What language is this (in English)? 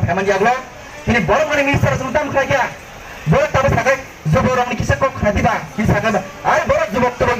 Kok Borok